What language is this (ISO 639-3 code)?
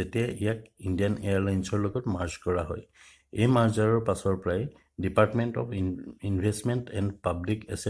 asm